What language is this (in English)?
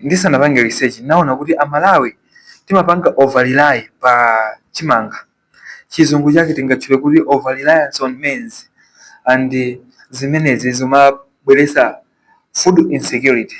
Nyanja